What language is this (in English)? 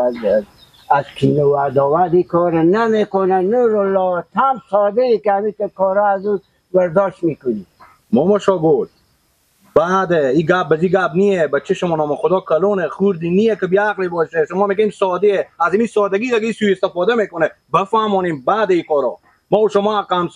Persian